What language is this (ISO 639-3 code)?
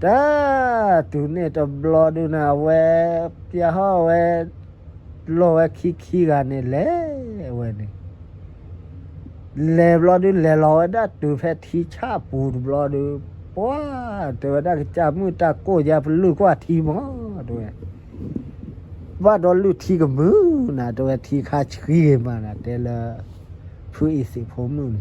ksw